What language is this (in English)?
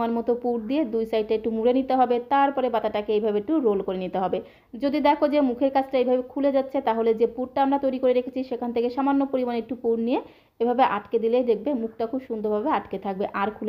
Bangla